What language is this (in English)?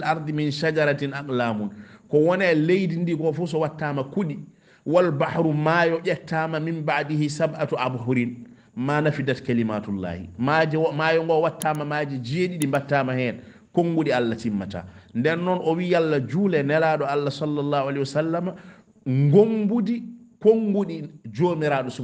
Fula